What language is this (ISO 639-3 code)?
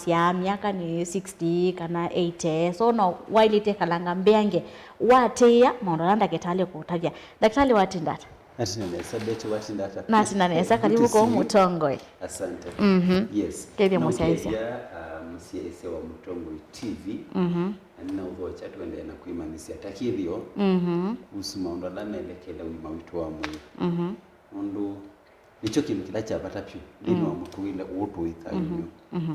kam